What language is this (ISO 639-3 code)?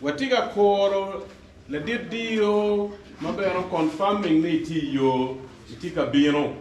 ach